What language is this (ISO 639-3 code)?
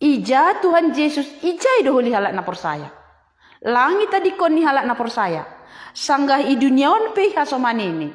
bts